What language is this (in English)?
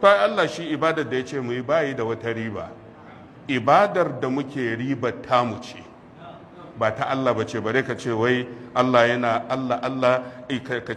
Hausa